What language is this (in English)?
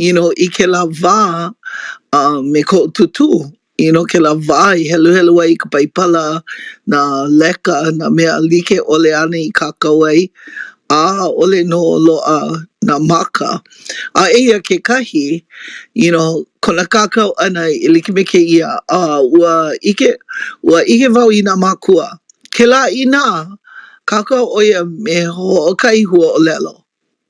Hawaiian